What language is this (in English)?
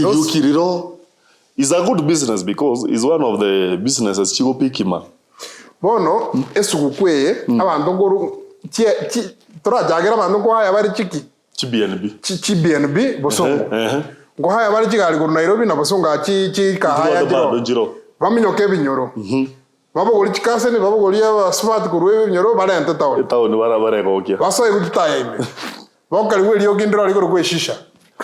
Gusii